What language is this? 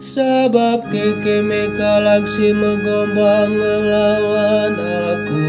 Batak Karo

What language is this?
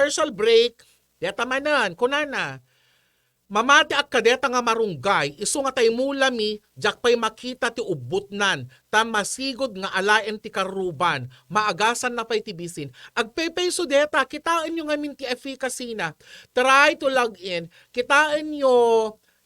Iloko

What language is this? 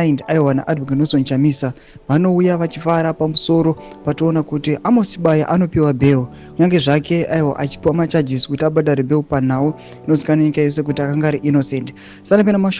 Shona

